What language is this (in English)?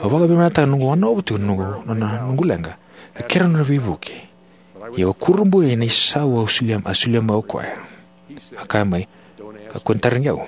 Fijian